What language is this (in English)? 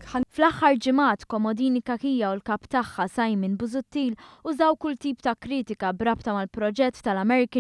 Maltese